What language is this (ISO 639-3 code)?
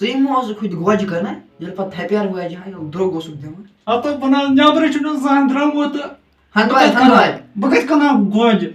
kas